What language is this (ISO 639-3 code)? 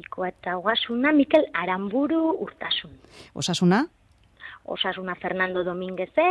eus